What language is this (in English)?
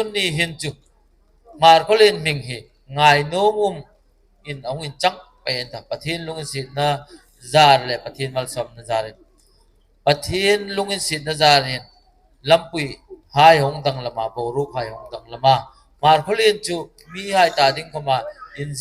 Hmar